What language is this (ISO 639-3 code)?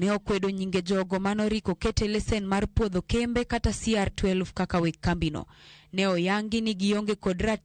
luo